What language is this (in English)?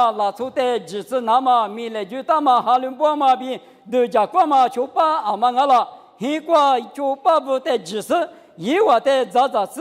Lisu